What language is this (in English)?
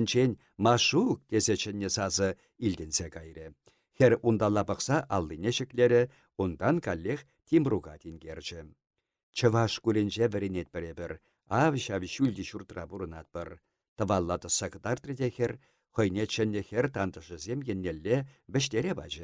Chuvash